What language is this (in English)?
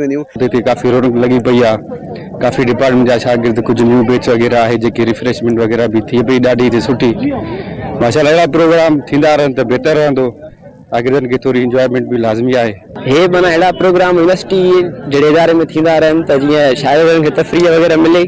Sindhi